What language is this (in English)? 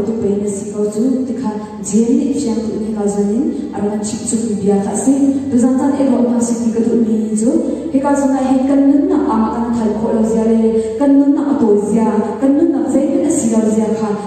Hakha Chin